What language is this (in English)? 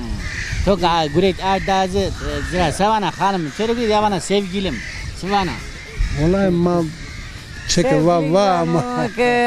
Zaza